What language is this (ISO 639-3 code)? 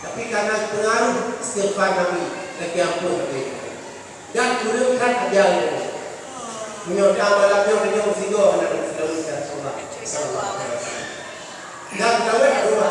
ace